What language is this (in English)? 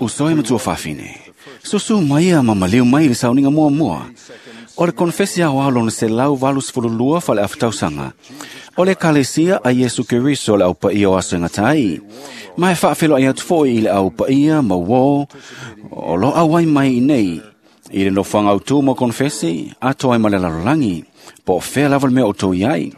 Samoan